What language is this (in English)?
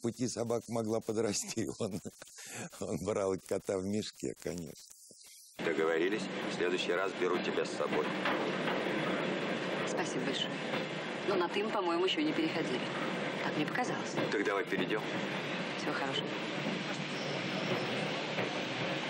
Russian